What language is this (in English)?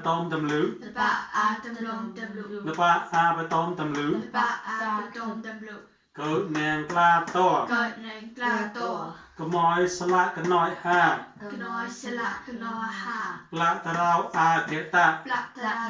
Mon